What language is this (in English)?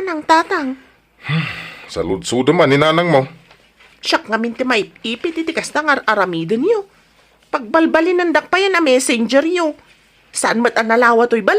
Iloko